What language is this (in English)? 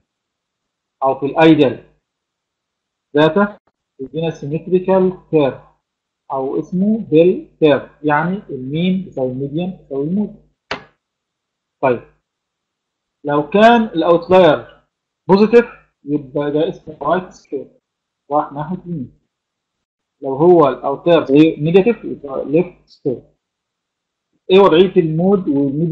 Egyptian Arabic